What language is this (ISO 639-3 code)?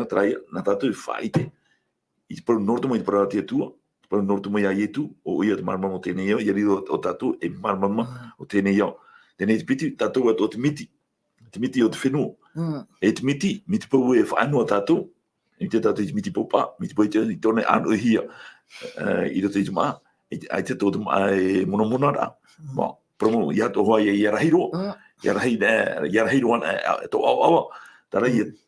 tah